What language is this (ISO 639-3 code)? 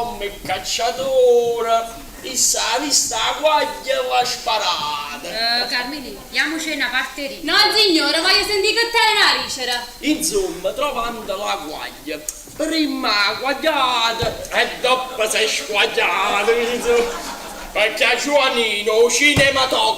nap